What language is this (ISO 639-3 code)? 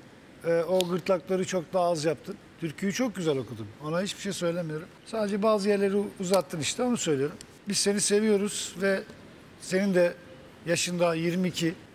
tur